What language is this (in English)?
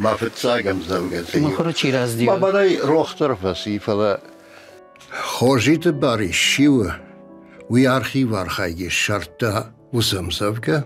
Ossetic